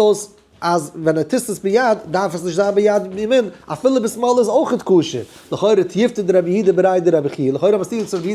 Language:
Yiddish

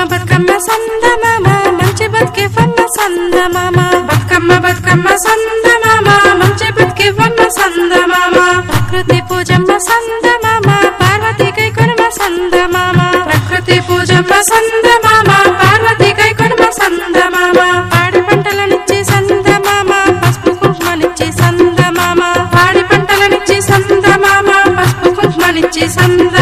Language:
Telugu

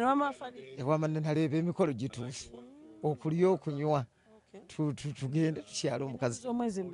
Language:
Ganda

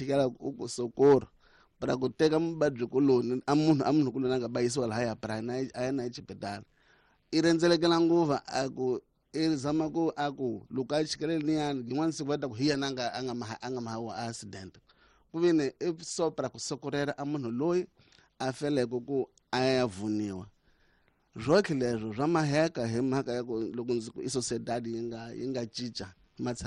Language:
Tsonga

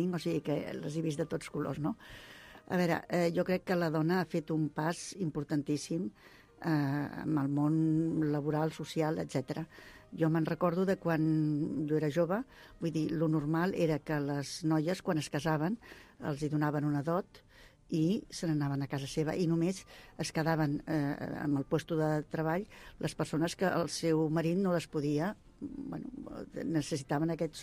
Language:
Catalan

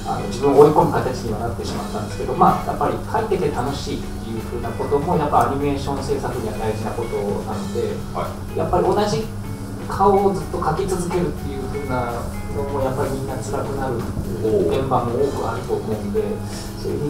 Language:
Japanese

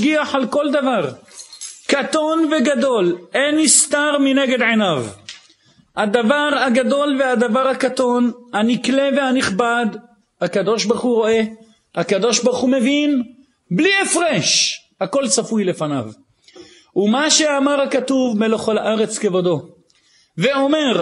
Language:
Hebrew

